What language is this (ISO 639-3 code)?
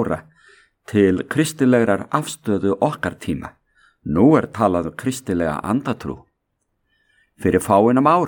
isl